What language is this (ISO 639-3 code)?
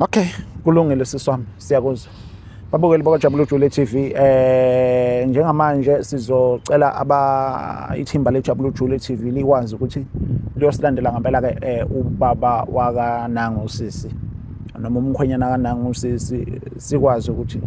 zul